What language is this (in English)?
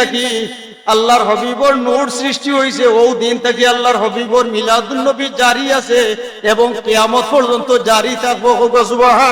Sylheti